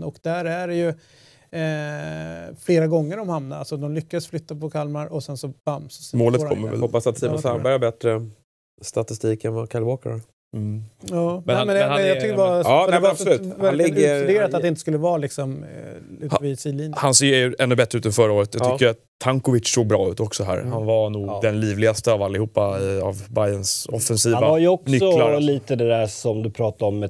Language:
Swedish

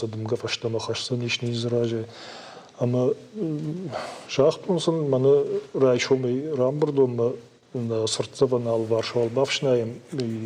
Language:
Ossetic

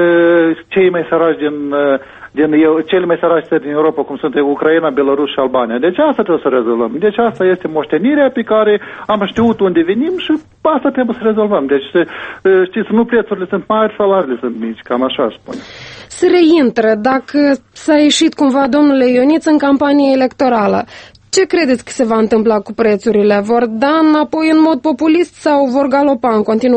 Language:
Romanian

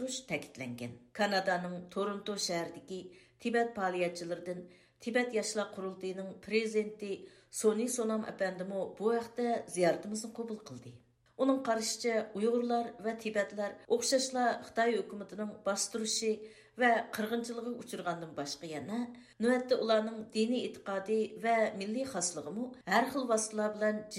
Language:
Uyghur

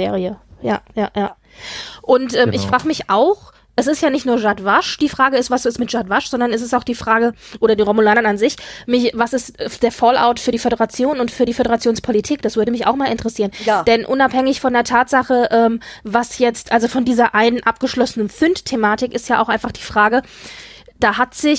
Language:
German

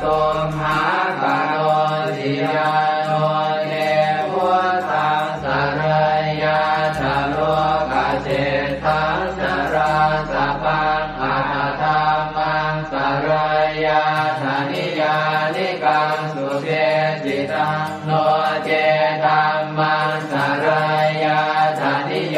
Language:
Pali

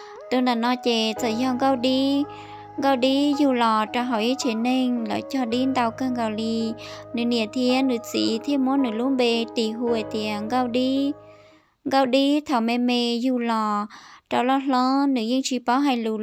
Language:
Hmong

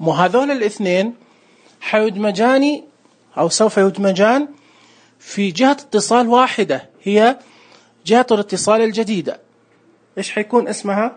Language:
Najdi Arabic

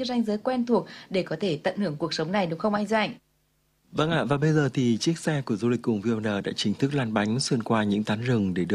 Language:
Vietnamese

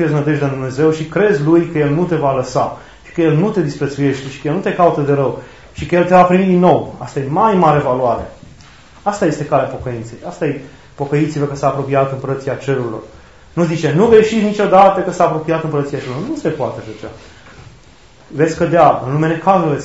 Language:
Romanian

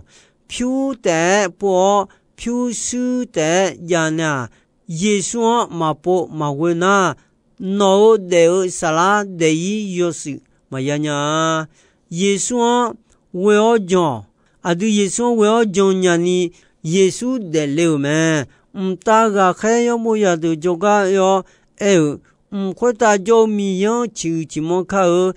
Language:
Akha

